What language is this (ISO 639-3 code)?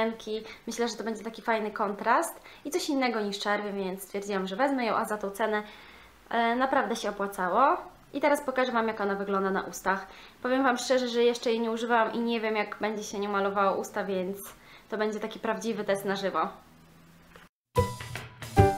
pol